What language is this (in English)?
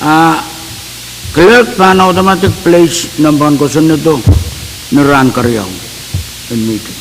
Pohnpeian